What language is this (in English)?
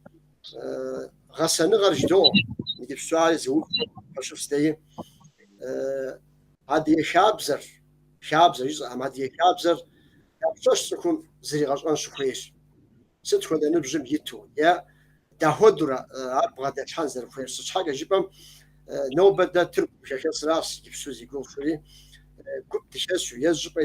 Kabardian